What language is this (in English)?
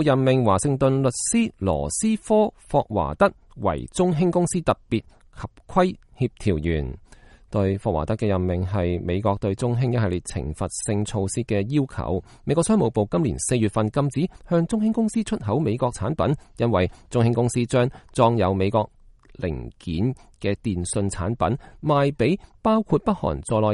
Cantonese